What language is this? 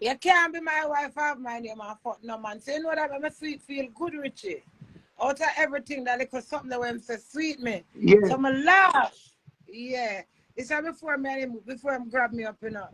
Jamaican Creole English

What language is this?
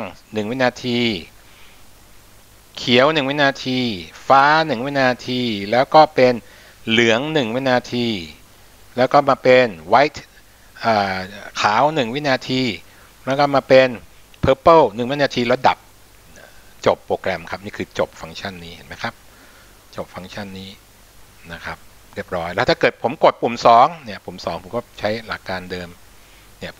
Thai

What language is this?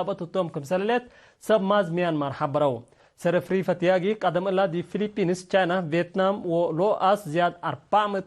Tigre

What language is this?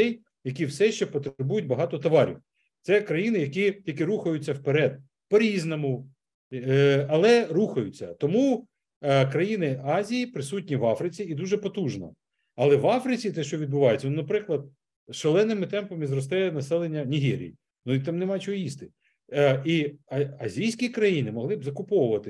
Ukrainian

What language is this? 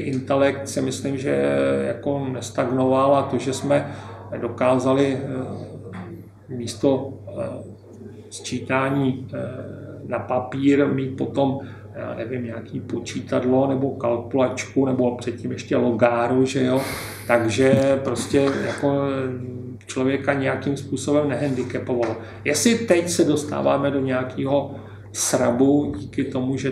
Czech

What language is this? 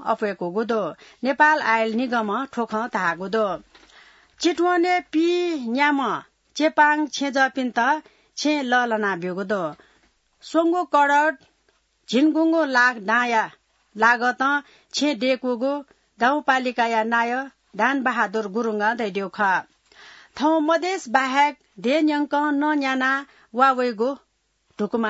Newari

